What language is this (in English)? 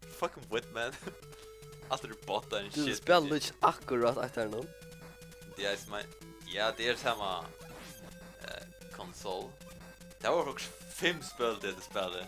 Faroese